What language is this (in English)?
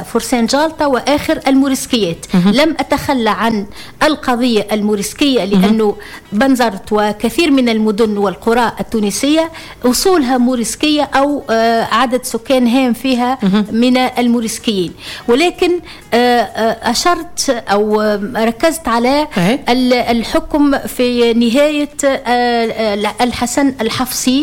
Tunisian Arabic